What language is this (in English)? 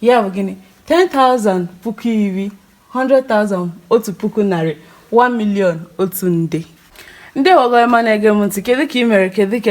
Igbo